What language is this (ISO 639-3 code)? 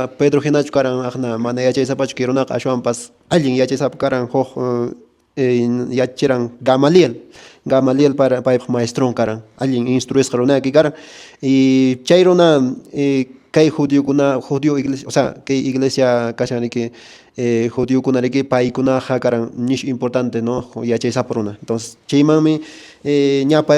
que